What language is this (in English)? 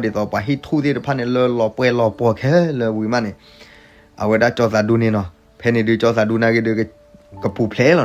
S'gaw Karen